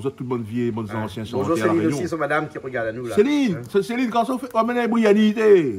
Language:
Réunion Creole French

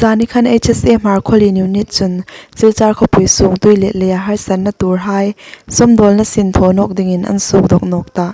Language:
Hmar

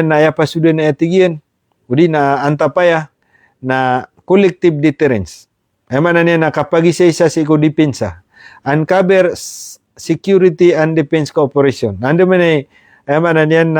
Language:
Maranao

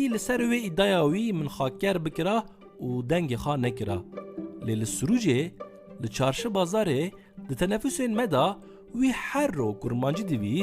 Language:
Kurdish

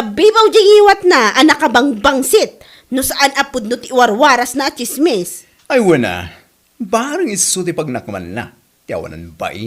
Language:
Iloko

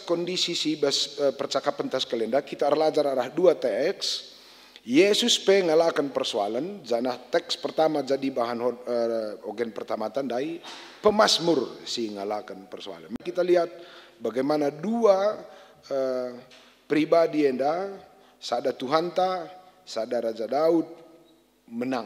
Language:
Batak Karo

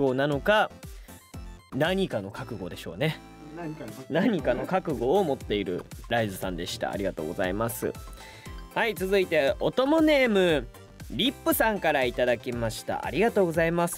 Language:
Japanese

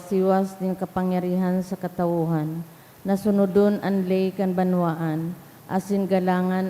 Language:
Bikol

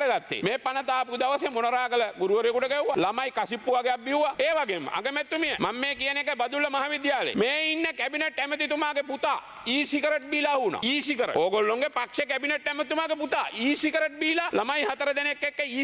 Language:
Sinhala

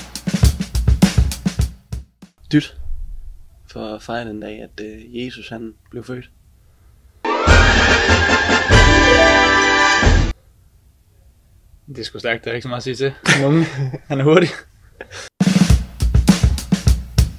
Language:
Danish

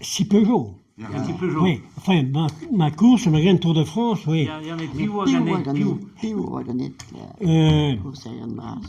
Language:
Breton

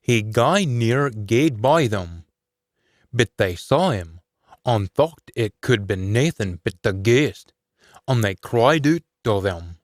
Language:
Scots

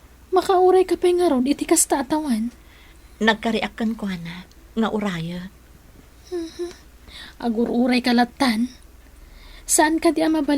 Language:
Iloko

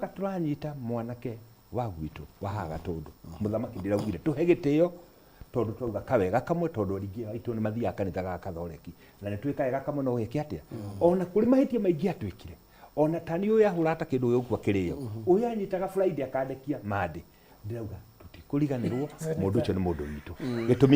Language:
Kikuyu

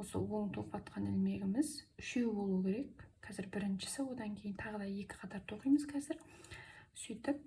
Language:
Kazakh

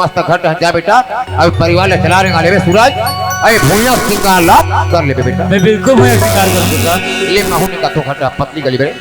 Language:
Chhattisgarhi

